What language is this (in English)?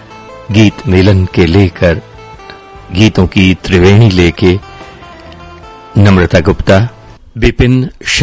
Hindi